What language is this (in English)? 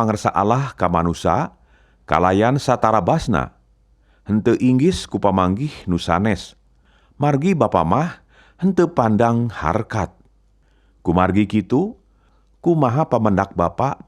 Sundanese